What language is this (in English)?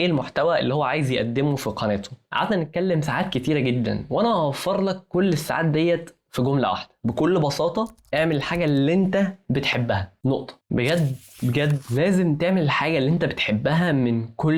Egyptian Arabic